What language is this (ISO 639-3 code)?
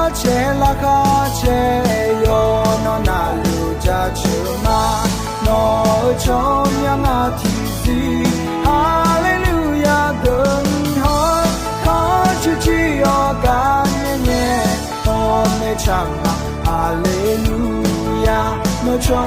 ahk